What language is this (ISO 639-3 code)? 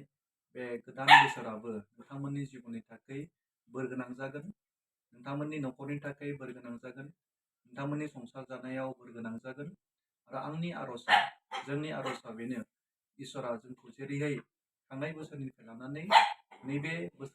brx